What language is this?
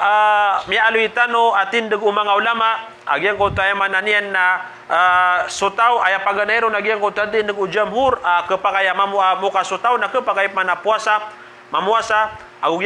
Maranao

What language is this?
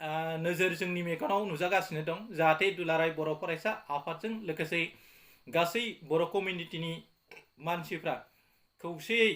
Bodo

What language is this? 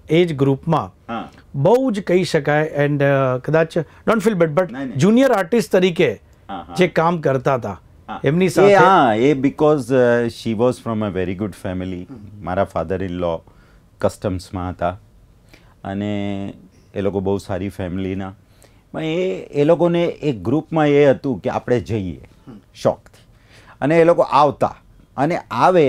Gujarati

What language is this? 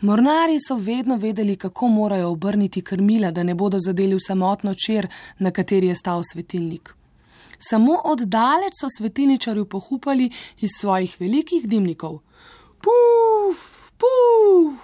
Slovenian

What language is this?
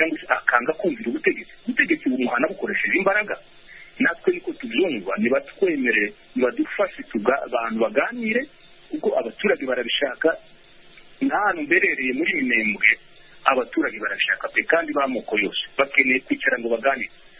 Kinyarwanda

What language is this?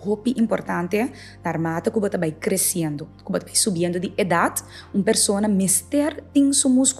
Papiamento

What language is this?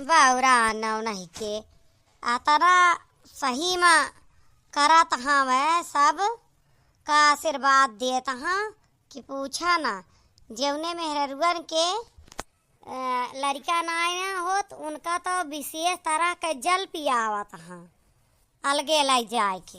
Awadhi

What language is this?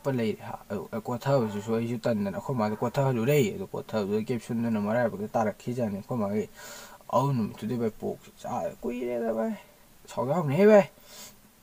Manipuri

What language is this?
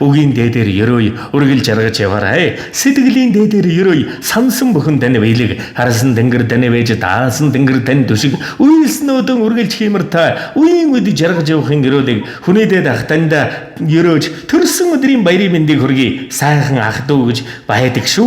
Mongolian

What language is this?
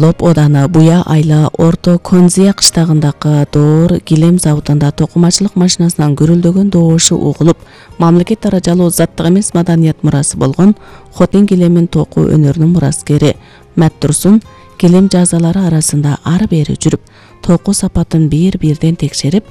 Kyrgyz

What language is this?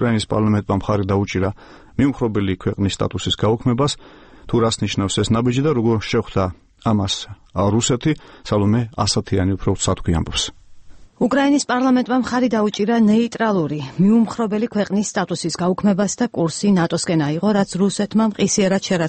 Georgian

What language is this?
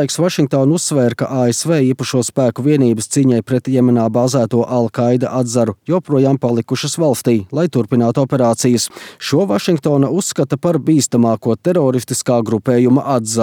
Latvian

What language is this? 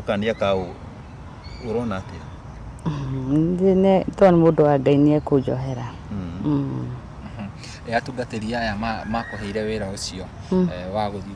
Kikuyu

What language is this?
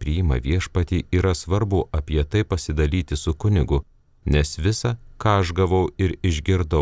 Lithuanian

